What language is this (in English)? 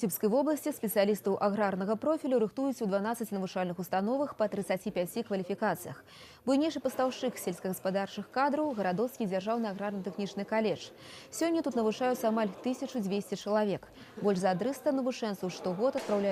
Belarusian